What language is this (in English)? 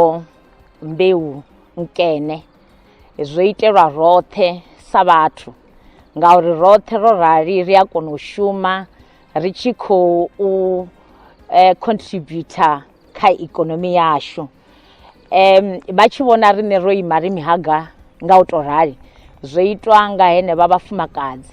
Venda